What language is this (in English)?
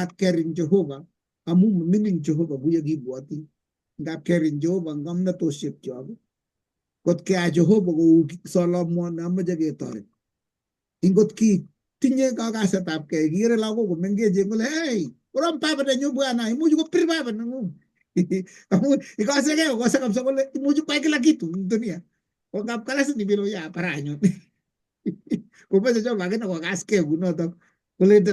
Kalenjin